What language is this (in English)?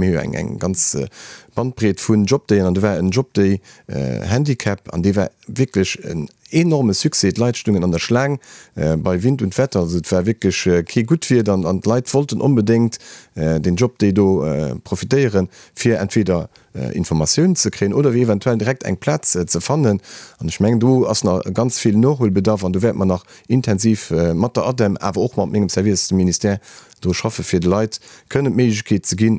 Luxembourgish